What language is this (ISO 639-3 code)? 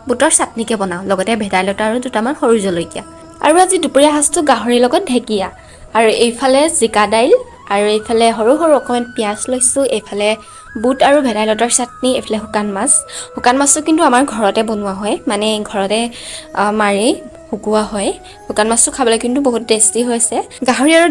asm